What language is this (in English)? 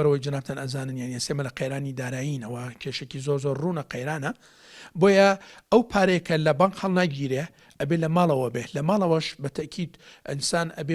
Central Kurdish